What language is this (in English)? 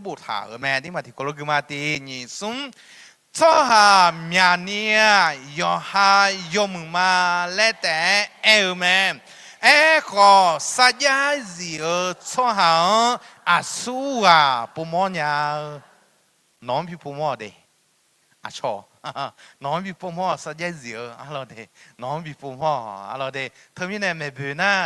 Akha